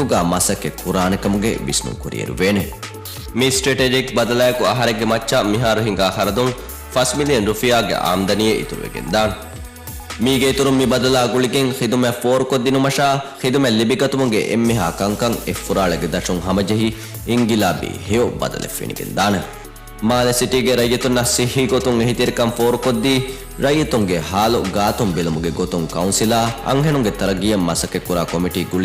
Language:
Divehi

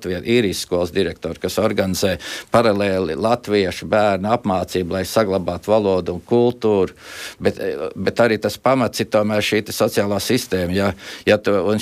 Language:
Latvian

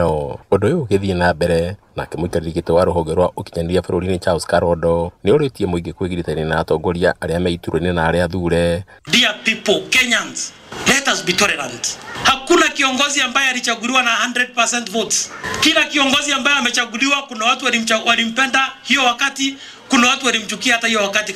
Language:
Kikuyu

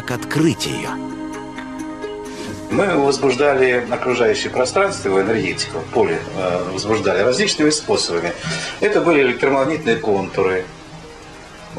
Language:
Russian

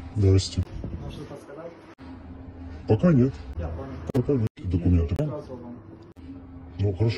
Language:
Russian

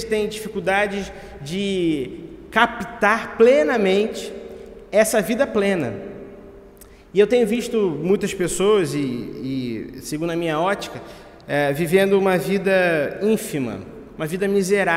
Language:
Portuguese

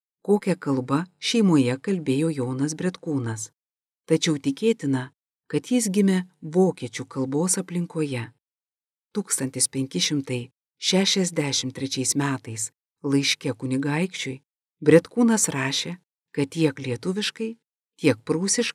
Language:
Lithuanian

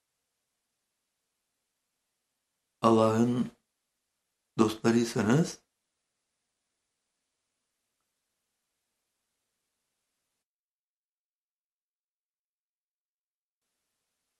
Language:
Turkish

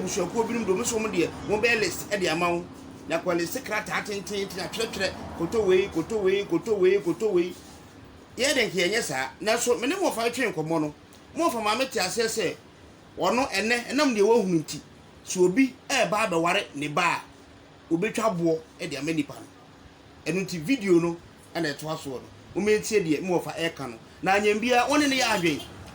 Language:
Akan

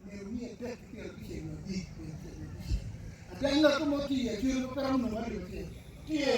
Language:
Acoli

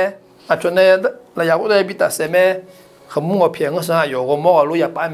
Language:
Akha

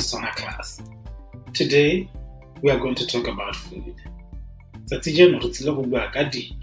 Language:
Tswana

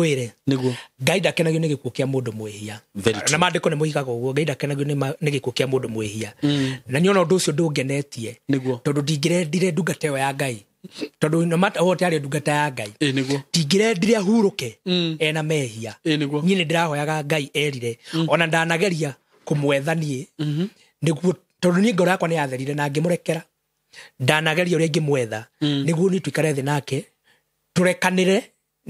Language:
Kikuyu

